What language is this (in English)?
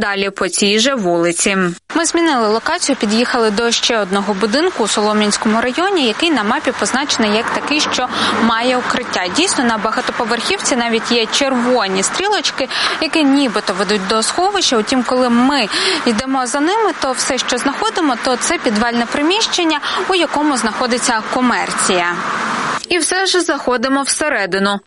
Ukrainian